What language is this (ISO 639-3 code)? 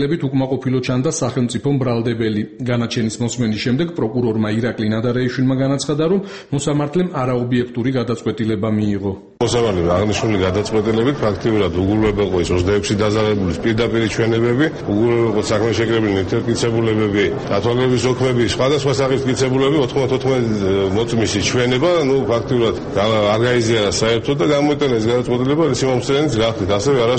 kat